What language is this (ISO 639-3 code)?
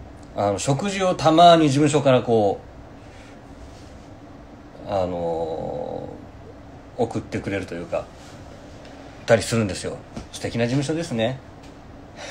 jpn